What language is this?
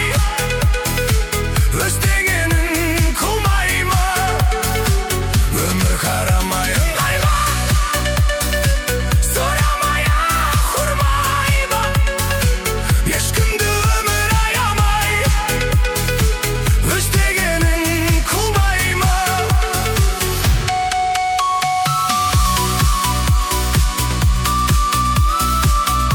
Kazakh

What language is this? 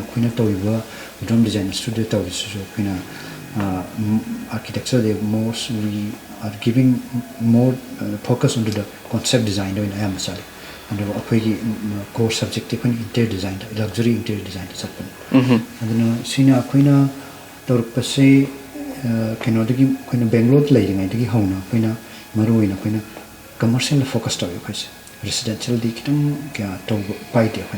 Manipuri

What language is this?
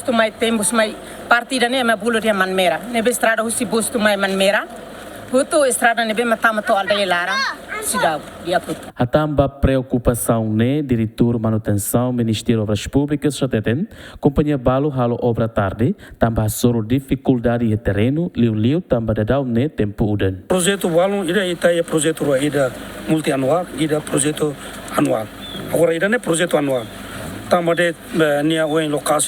Tetum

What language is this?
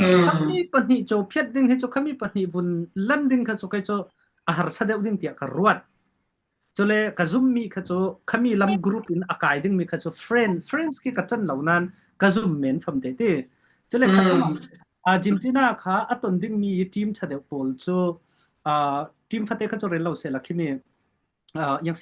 Falam Chin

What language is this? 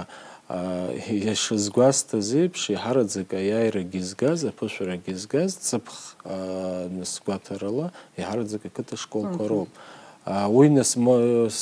Abkhazian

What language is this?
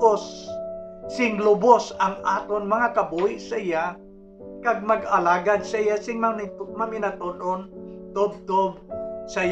Hiligaynon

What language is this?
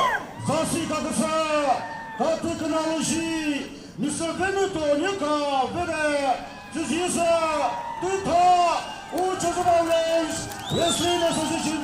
Chokri Naga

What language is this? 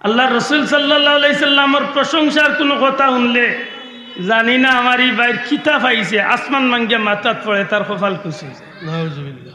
Sylheti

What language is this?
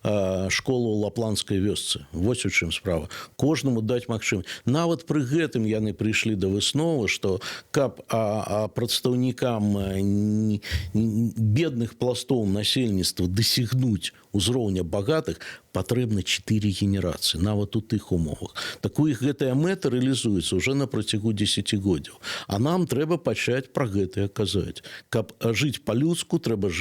Belarusian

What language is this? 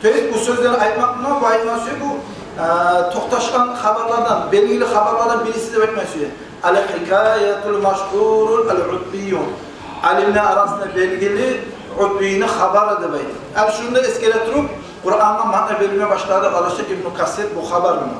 Kumyk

